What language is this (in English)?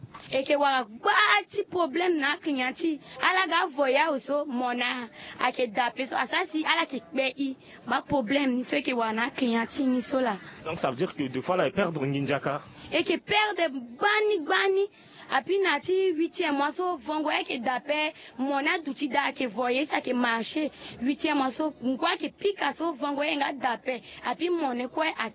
Sango